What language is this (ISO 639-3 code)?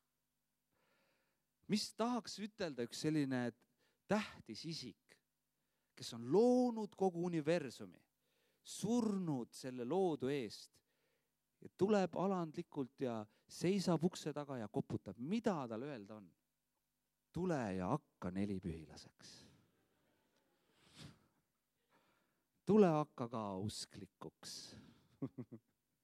est